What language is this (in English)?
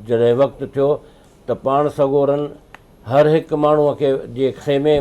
Sindhi